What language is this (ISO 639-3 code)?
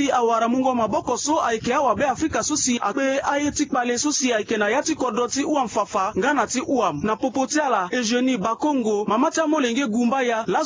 sag